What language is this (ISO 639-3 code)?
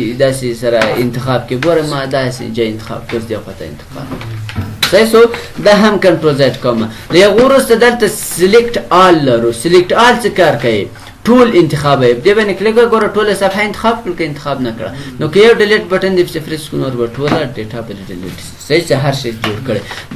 pus